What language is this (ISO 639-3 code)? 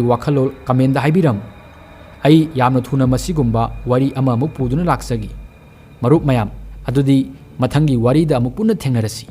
mni